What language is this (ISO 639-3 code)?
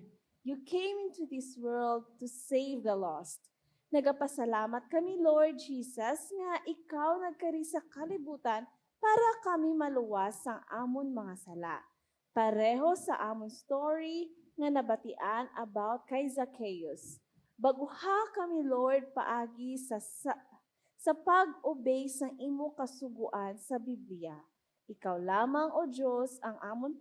hil